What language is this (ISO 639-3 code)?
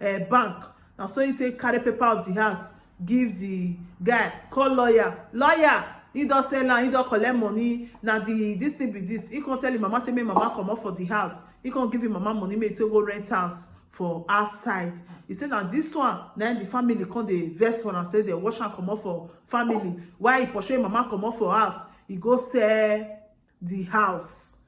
pcm